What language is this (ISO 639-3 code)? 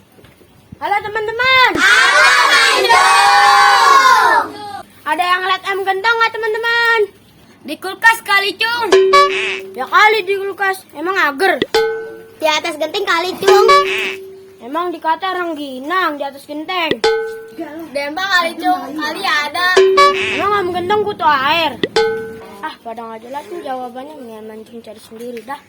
bew